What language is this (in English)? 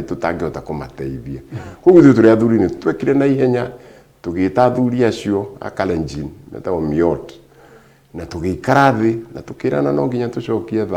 Kikuyu